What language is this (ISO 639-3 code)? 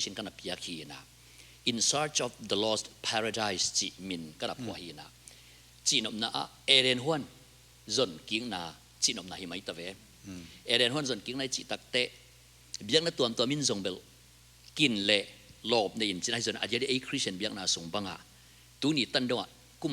ctd